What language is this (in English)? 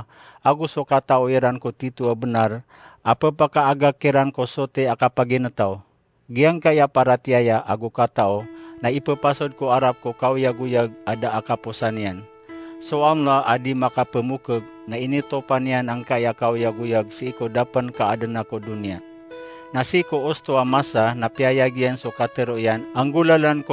Maranao